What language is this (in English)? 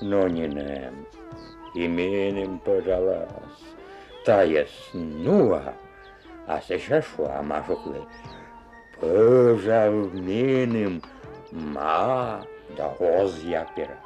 Komi